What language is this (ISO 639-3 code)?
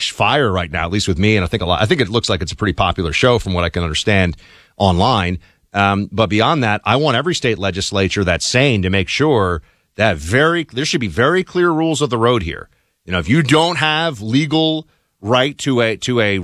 eng